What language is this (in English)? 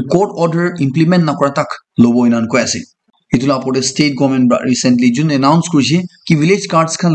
Naga Pidgin